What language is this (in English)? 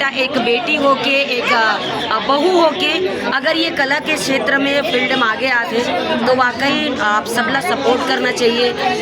Chhattisgarhi